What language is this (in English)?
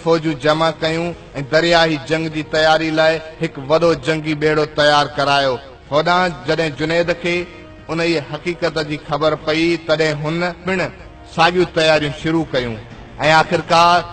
Sindhi